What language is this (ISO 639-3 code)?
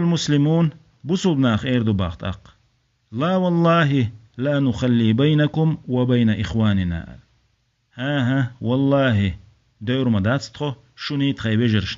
che